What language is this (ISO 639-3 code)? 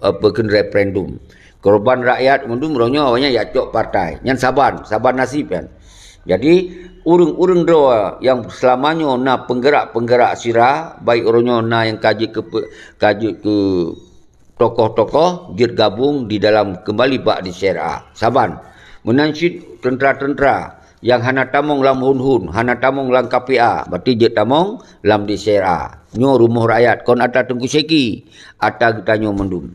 ace